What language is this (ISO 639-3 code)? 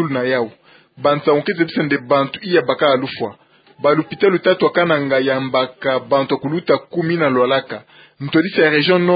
ktu